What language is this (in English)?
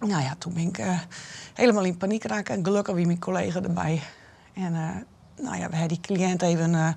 Western Frisian